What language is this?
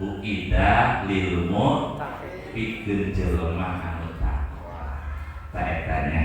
Sundanese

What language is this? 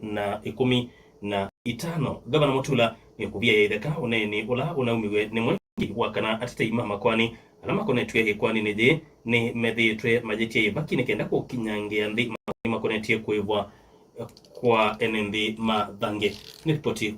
Kamba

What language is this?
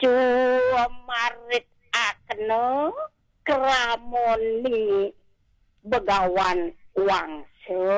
Balinese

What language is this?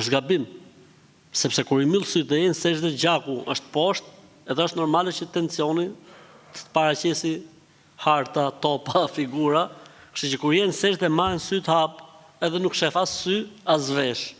Albanian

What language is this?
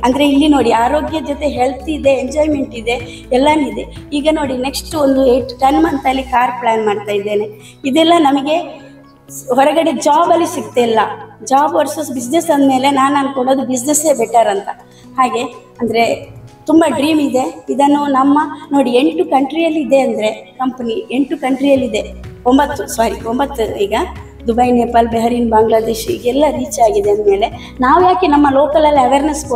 Kannada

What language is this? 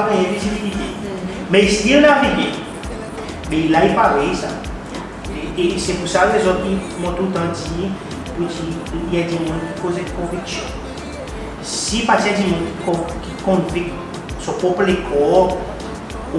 Seselwa Creole French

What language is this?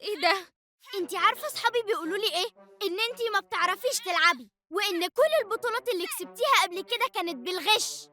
Egyptian Arabic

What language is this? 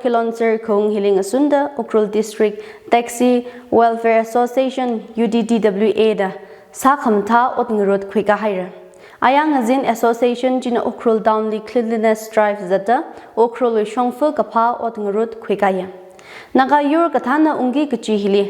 Tangkhul Naga (India)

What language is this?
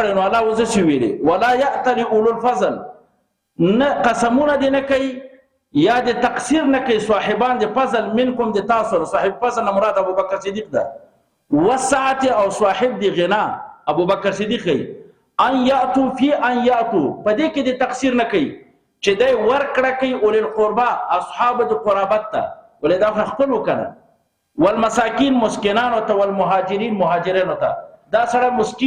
Pashto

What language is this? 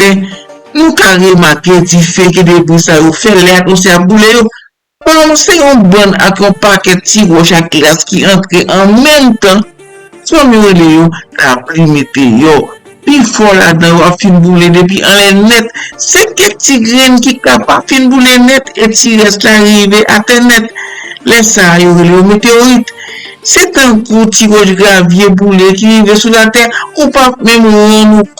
Haitian Creole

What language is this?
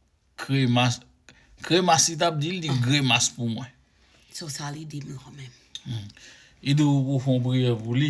Haitian Creole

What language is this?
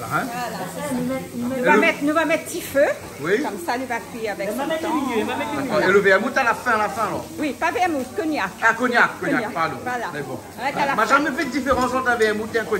Réunion Creole French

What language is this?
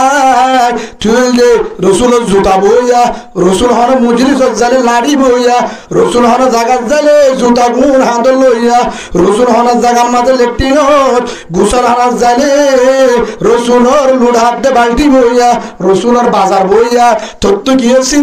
Rohingya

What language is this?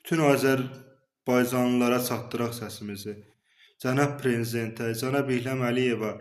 Azerbaijani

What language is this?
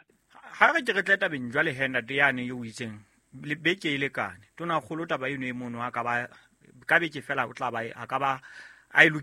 Southern Sotho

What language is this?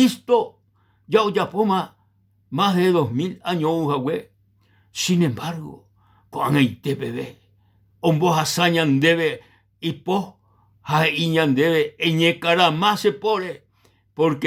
Guarani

